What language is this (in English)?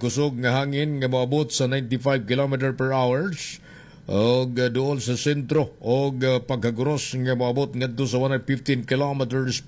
Cebuano